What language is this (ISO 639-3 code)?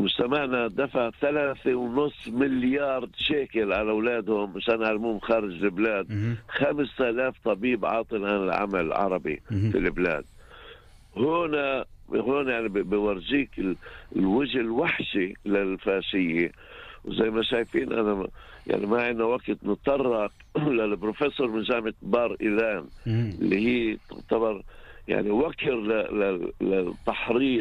apc